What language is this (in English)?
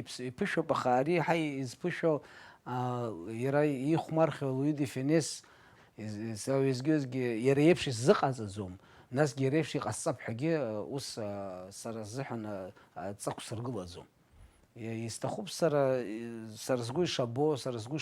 Abkhazian